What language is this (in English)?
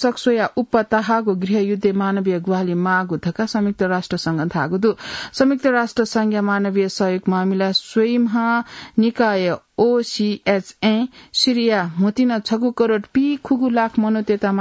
Newari